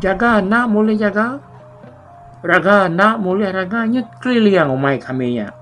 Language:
Iban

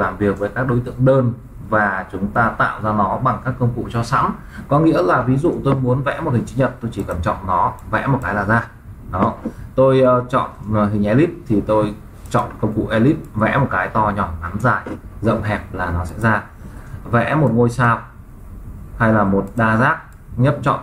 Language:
Vietnamese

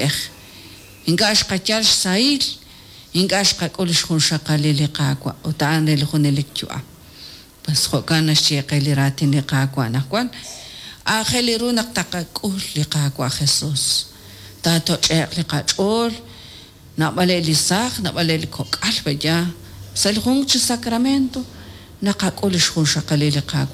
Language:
Kekchí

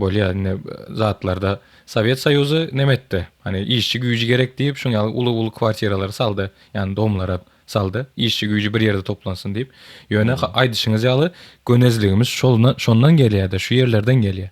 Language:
Turkmen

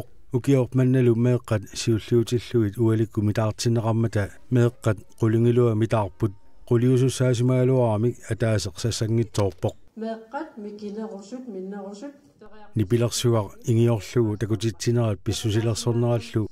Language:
Kalaallisut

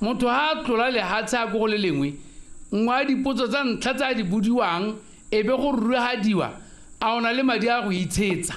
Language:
Tswana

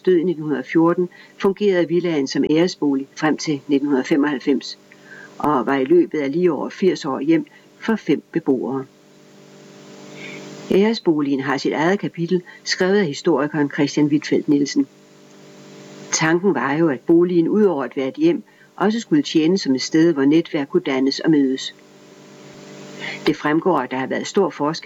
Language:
Danish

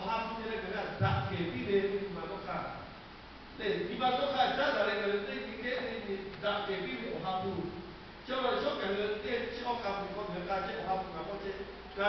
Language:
Lahu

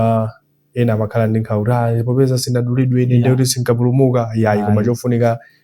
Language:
Nyanja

